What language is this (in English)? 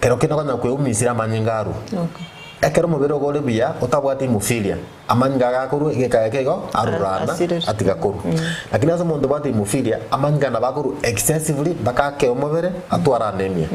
Gusii